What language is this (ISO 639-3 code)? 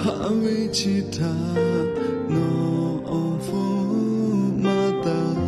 lhu